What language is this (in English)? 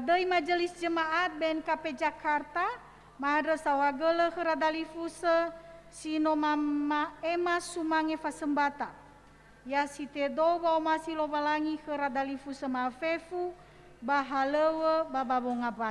Nias